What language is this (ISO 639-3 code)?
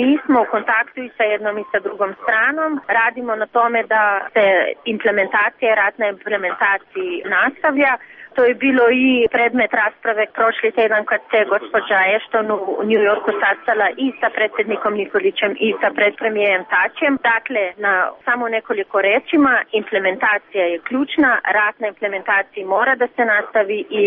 srp